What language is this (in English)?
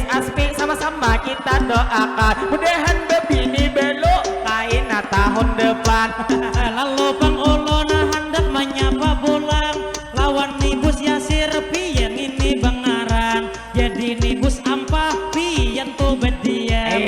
Banjar